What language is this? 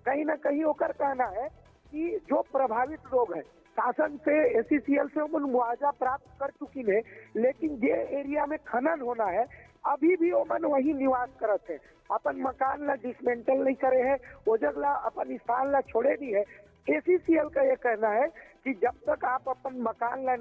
Chhattisgarhi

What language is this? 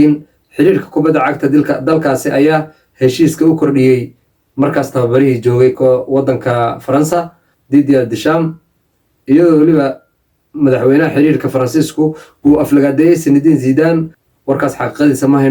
Somali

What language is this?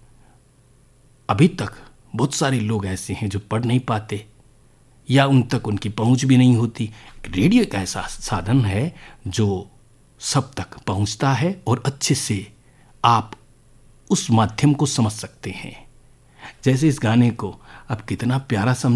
Hindi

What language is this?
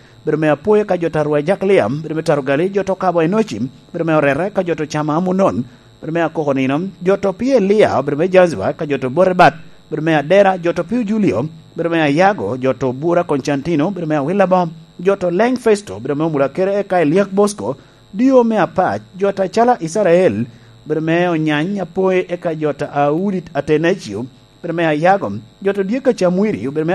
Lango (Uganda)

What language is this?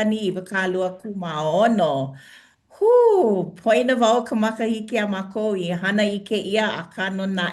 Hawaiian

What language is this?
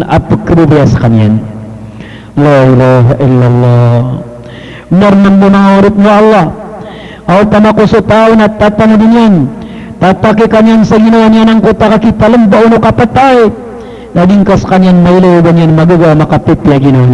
Maranao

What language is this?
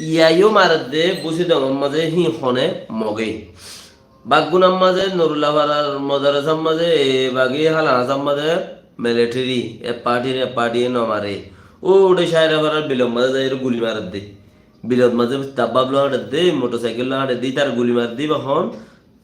Rohingya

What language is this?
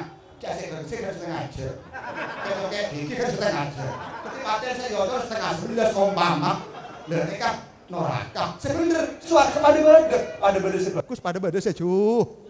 Madurese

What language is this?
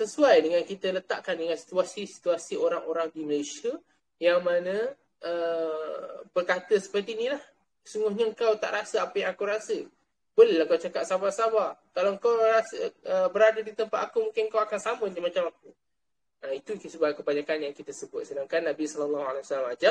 Malay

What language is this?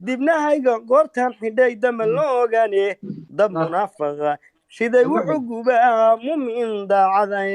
Somali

